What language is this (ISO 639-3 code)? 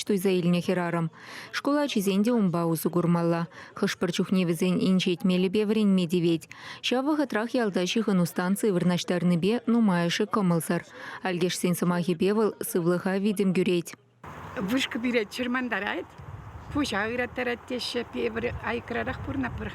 chv